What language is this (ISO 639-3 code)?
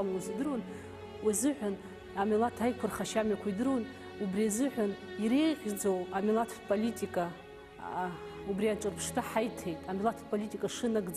abk